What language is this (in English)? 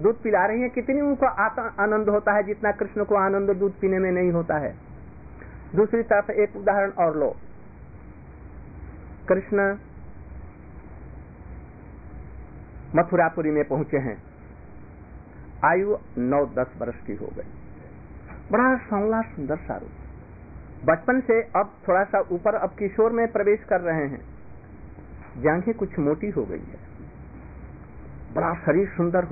Hindi